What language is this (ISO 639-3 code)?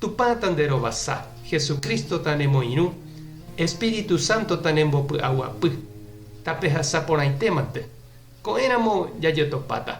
grn